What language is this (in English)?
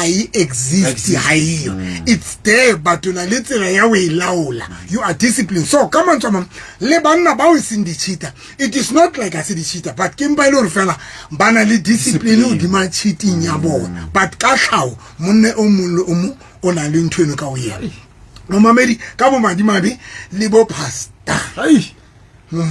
Southern Sotho